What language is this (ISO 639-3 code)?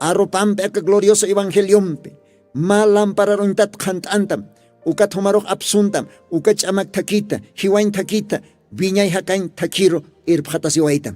aym